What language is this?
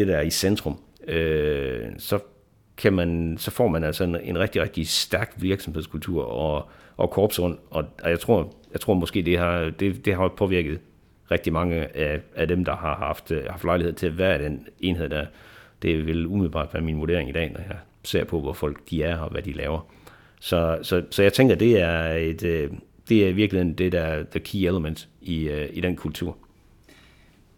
Danish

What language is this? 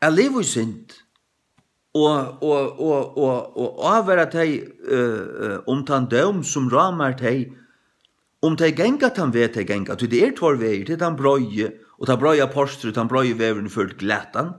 Faroese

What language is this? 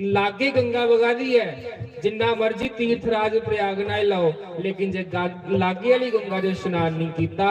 Dogri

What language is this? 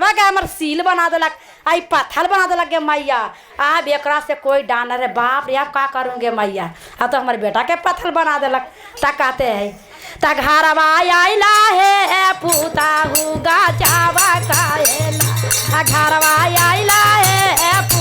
Magahi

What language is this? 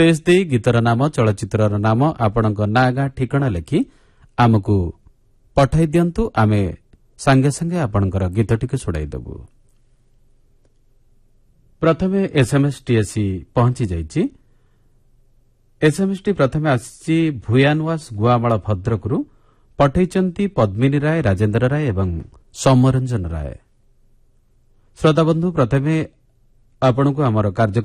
Odia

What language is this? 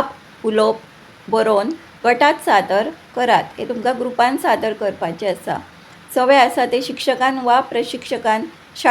Konkani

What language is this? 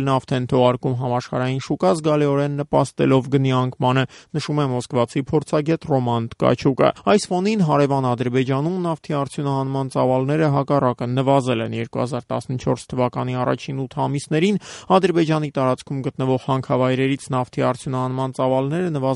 Armenian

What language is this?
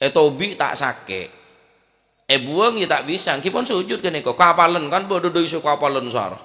Madurese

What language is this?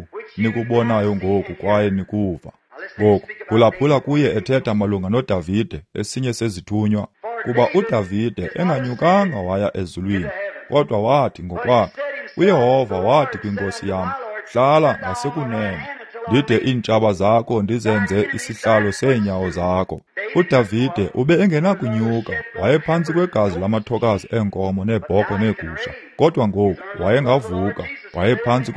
Xhosa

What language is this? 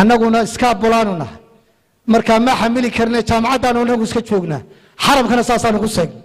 Somali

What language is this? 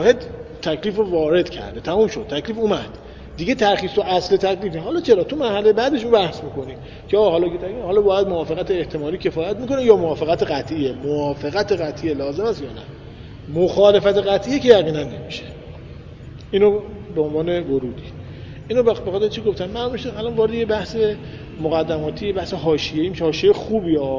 Persian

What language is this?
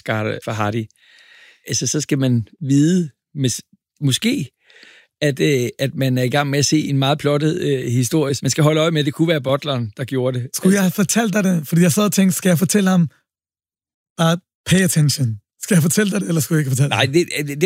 Danish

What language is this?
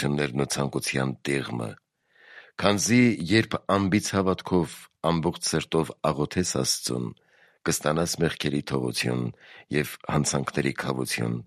Armenian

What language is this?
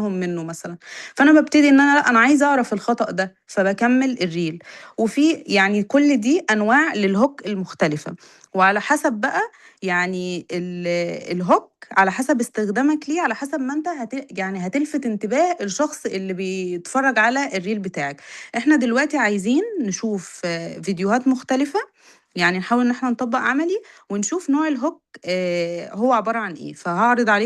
Egyptian Arabic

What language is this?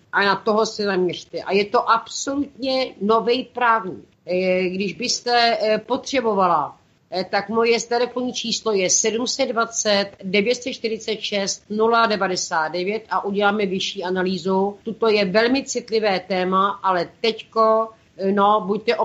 Czech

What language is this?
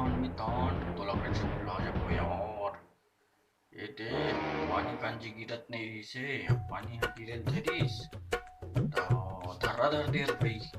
Chhattisgarhi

